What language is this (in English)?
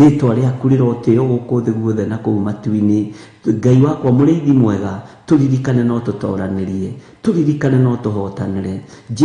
Kikuyu